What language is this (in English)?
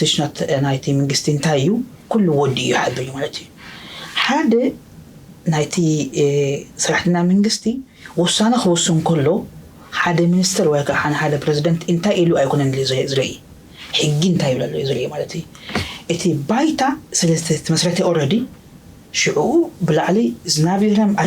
Tigrinya